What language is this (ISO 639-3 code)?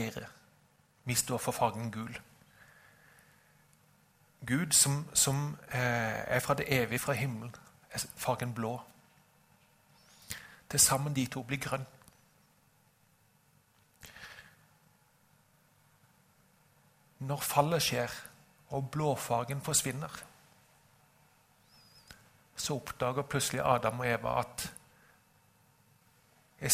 nor